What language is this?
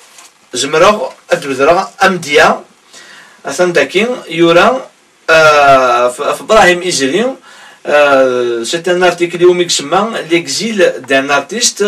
Kabyle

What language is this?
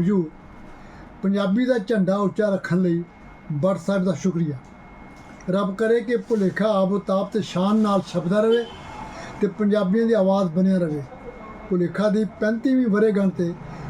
Western Panjabi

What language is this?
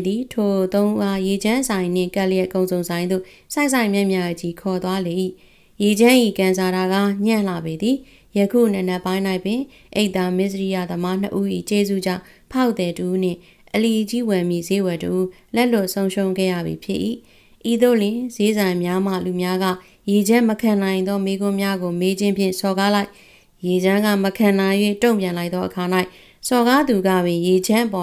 Burmese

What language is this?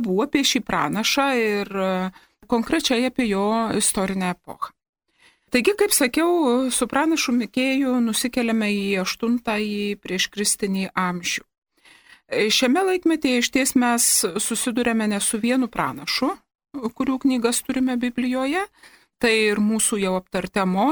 Lithuanian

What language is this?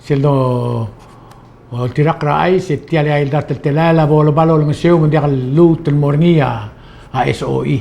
Palauan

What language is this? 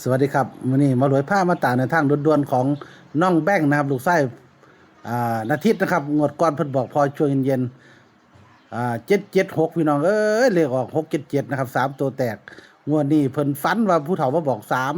Northeastern Thai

